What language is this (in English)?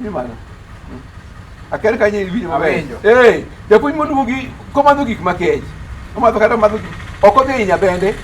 Luo (Kenya and Tanzania)